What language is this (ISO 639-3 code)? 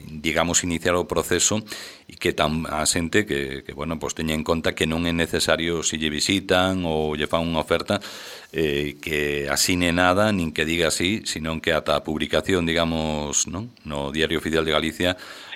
glg